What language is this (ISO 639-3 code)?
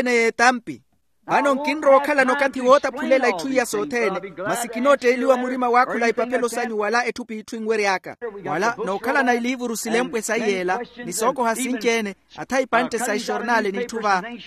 vmw